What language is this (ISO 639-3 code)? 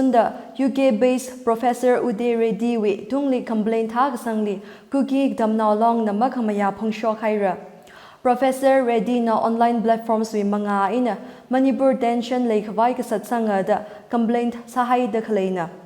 nmf